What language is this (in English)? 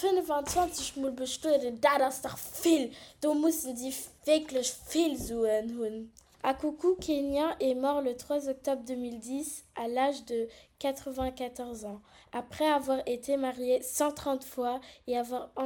Luxembourgish